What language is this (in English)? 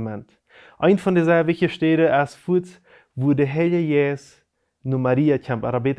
Plautdietsch